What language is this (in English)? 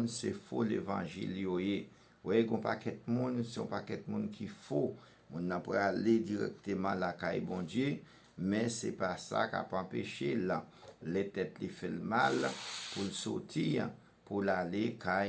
Haitian Creole